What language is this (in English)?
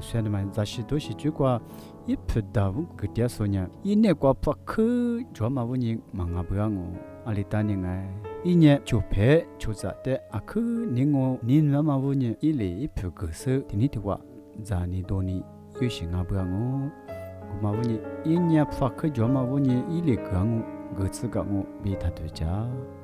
Lisu